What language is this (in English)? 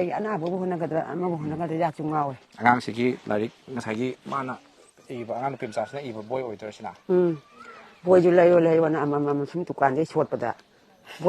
Manipuri